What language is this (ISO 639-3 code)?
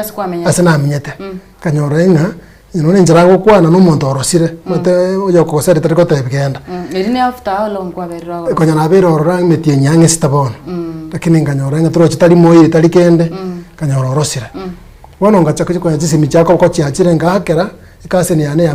guz